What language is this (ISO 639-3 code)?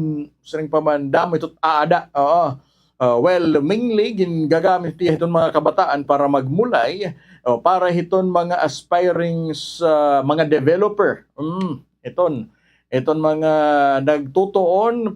war